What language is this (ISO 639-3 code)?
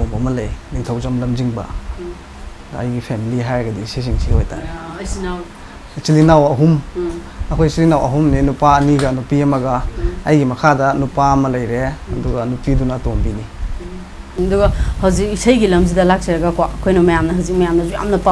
mni